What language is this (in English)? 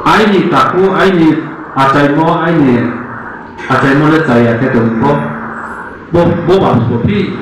Riang (India)